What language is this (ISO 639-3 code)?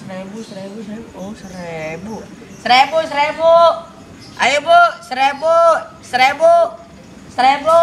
bew